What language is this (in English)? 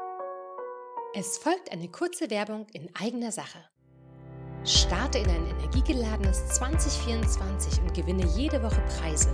German